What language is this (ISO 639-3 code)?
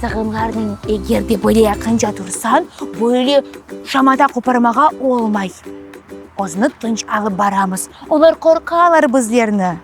crh